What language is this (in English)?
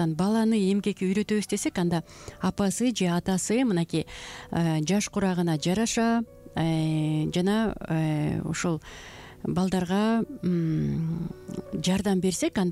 Kyrgyz